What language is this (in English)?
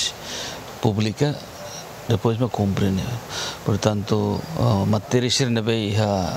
Tetum